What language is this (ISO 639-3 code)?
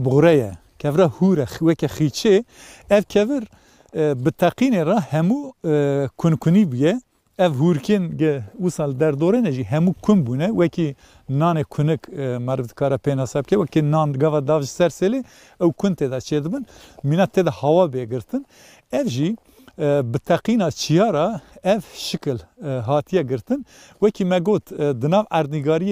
kur